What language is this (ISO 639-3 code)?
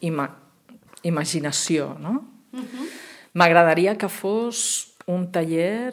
cat